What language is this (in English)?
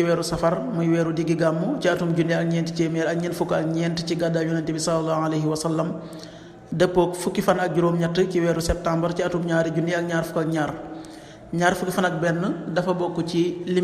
Wolof